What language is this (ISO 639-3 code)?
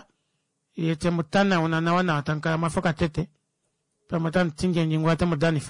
kua